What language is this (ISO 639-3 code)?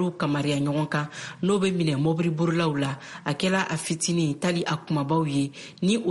bam